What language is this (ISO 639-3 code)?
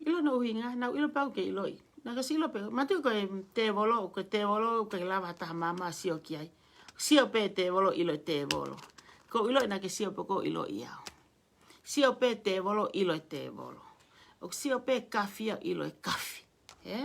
ton